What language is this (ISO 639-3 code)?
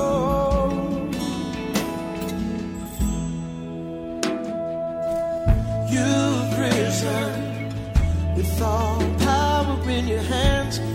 est